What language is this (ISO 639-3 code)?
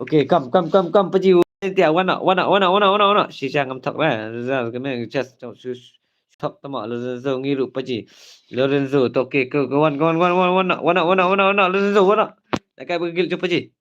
kha